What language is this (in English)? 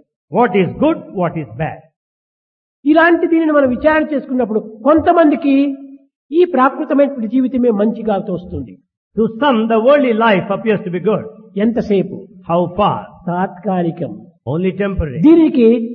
Telugu